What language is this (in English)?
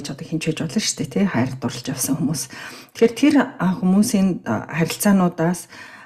Mongolian